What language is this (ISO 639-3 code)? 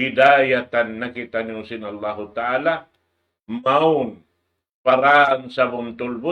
tsg